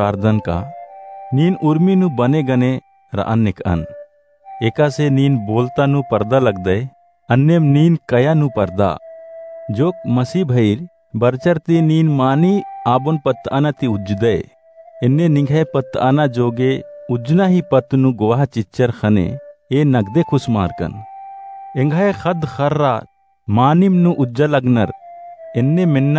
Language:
Kurukh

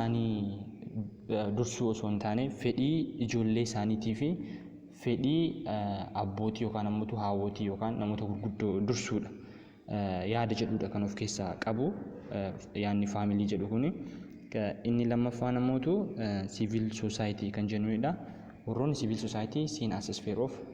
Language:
Oromo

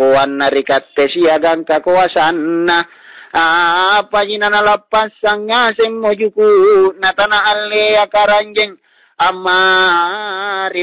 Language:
Makasar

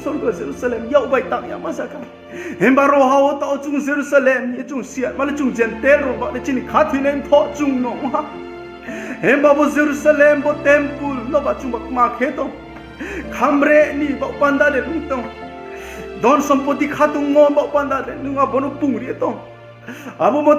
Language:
Riang (India)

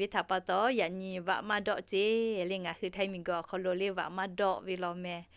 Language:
Lahu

